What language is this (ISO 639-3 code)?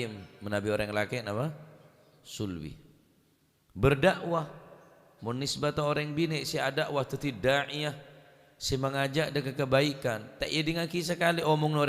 mad